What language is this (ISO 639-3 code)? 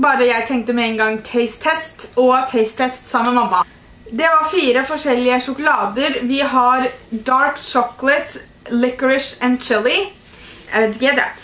nor